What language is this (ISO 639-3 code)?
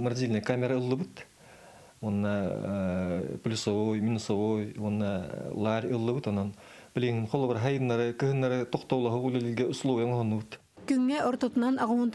sah